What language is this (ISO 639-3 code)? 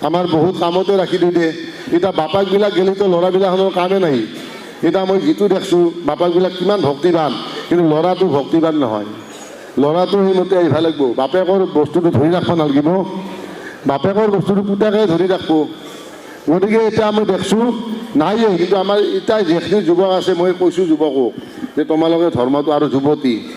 asm